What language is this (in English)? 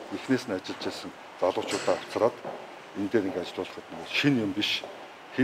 Mongolian